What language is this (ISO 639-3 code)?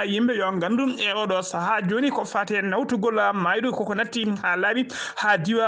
ful